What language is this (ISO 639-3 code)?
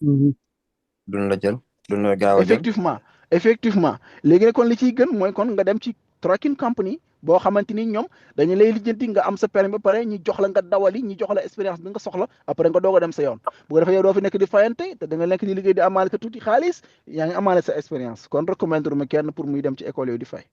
wol